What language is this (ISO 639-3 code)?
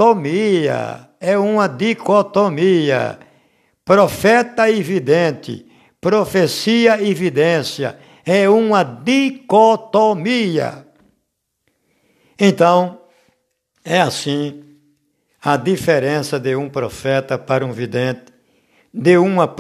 por